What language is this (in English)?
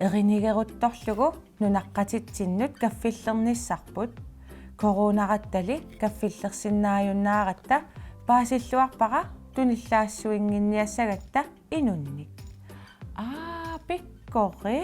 Kalaallisut